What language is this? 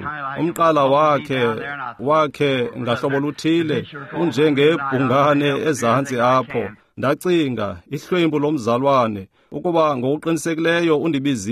Xhosa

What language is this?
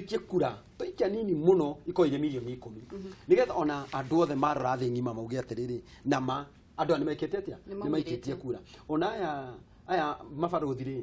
Kikuyu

